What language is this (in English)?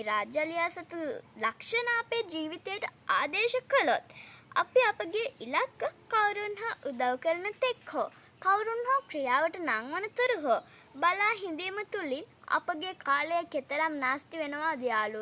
Sinhala